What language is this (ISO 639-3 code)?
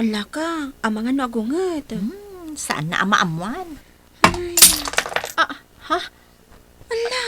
ilo